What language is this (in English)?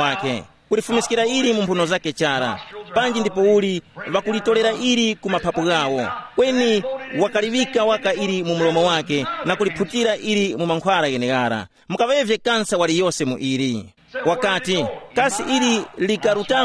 Tumbuka